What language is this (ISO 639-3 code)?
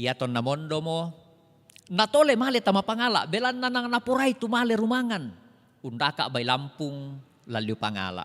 sda